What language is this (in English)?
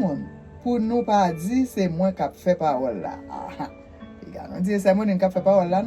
Haitian Creole